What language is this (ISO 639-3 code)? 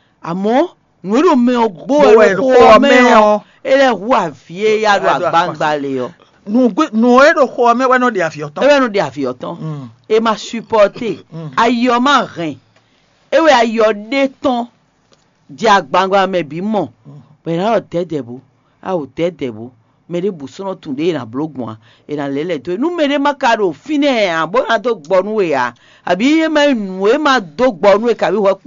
fon